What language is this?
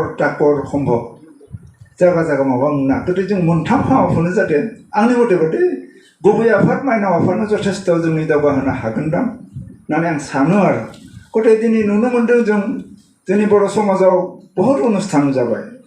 Bodo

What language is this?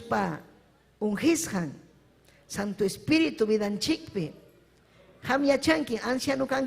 Ayacucho Quechua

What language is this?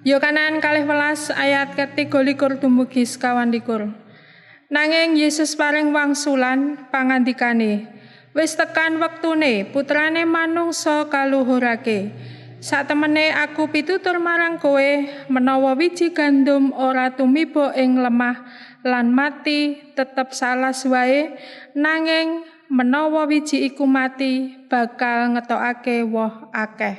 Javanese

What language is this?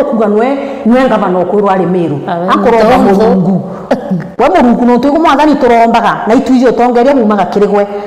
Meru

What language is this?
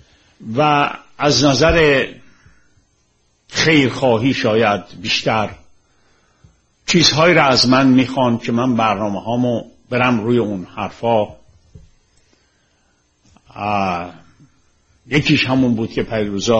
Persian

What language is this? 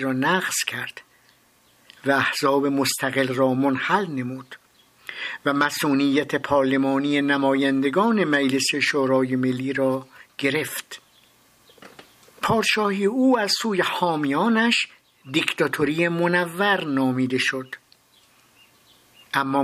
Persian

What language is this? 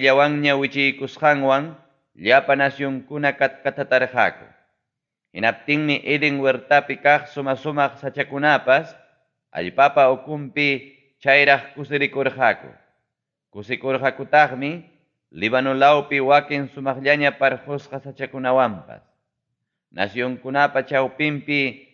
Ayacucho Quechua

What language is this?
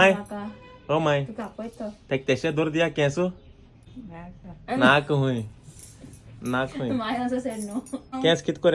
Konkani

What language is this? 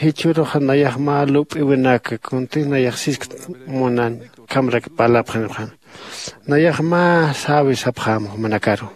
Aymara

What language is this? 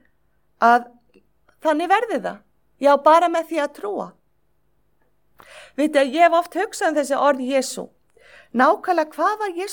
Icelandic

